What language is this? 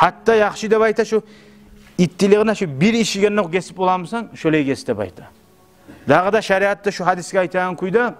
Kumyk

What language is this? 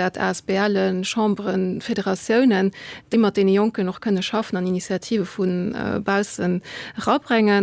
Luxembourgish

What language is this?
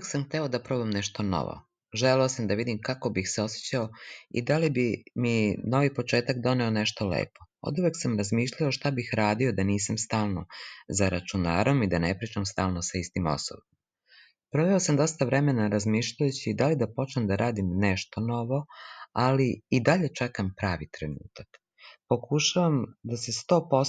Serbian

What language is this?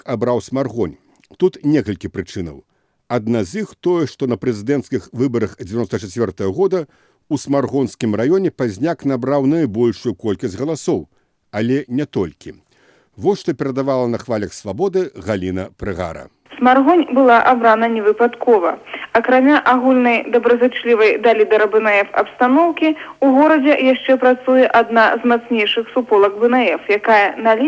Belarusian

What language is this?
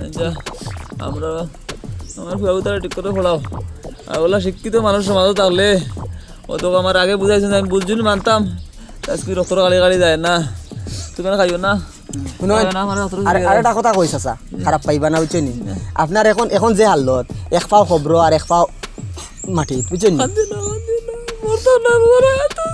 Sylheti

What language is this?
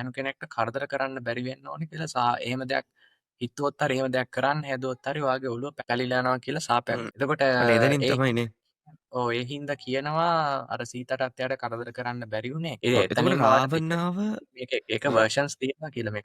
Sinhala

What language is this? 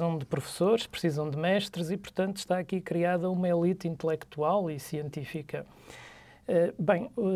Portuguese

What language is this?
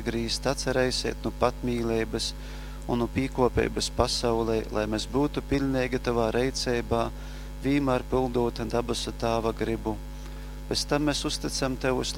Latgalian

